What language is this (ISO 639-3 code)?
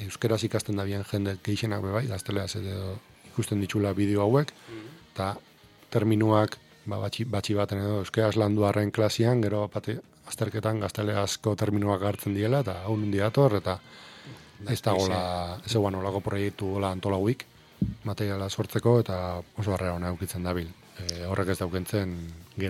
eus